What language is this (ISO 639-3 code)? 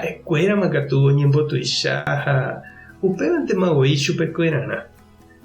grn